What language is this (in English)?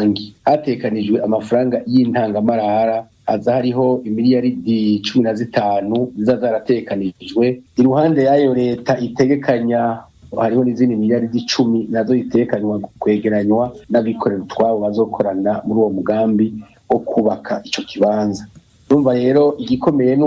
Rundi